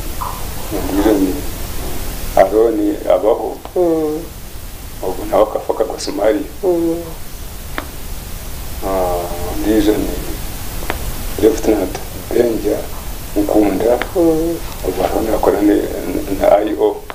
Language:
Kinyarwanda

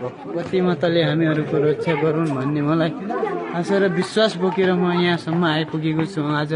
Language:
Nepali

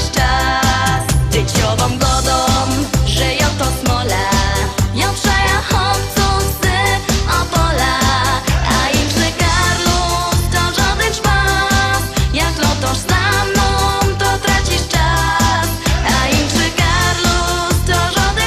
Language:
Silesian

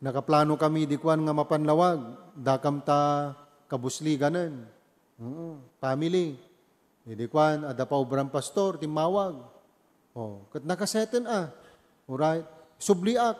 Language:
Iloko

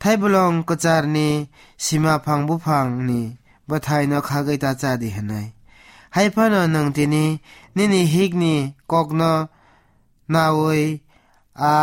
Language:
Kok Borok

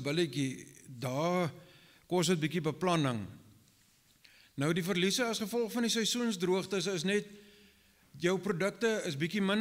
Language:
Afrikaans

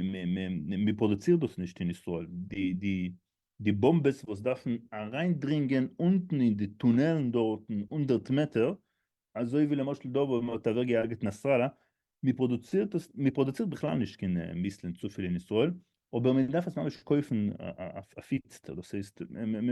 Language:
Yiddish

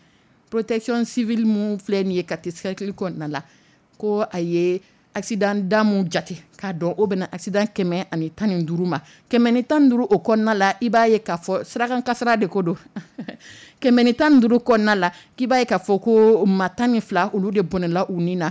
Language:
Dyula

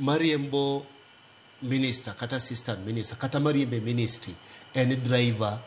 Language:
Luo (Kenya and Tanzania)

